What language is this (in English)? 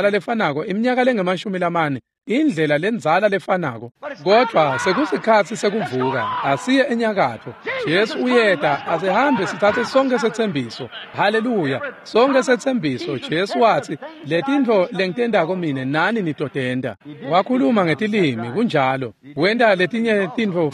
Swati